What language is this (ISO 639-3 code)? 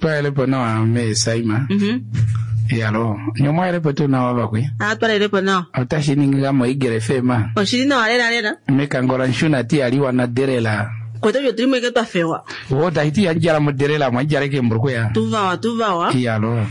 kua